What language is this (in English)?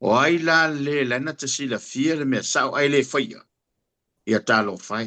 Samoan